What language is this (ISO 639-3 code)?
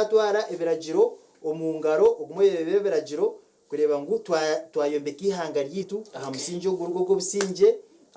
nyn